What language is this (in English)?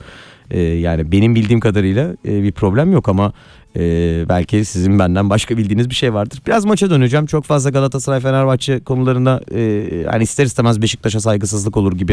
Turkish